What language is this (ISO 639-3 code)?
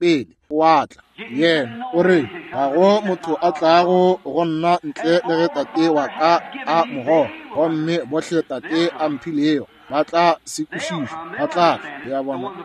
nso